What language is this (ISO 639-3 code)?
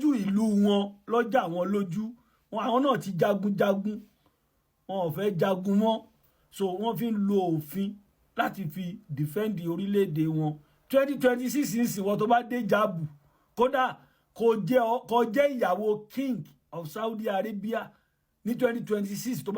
yor